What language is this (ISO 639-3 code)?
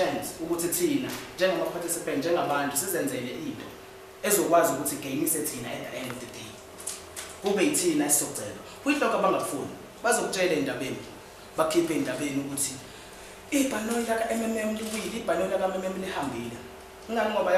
zul